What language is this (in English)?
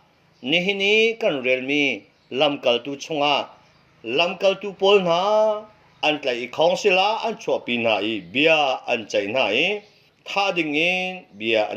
Hakha Chin